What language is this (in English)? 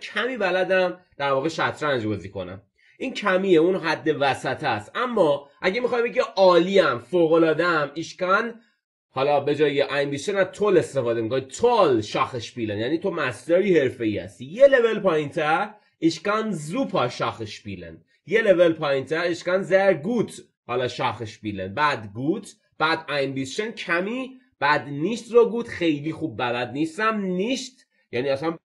Persian